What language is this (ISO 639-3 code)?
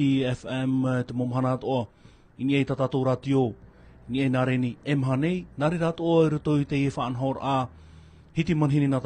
tah